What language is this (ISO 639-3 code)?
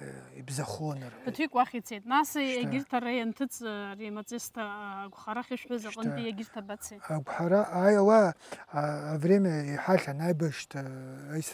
abk